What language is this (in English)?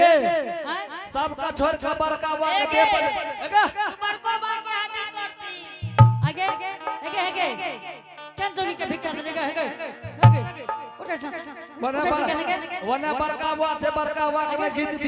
Angika